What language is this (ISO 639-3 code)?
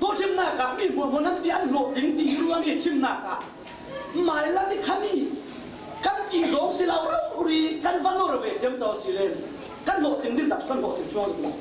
cfm